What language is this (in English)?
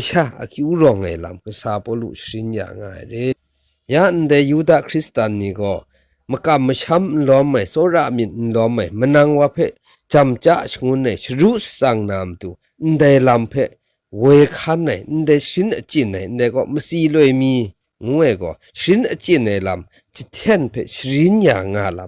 Kachin